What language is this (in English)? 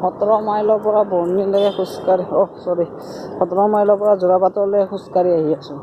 Assamese